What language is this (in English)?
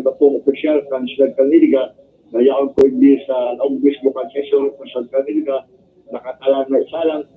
Bikol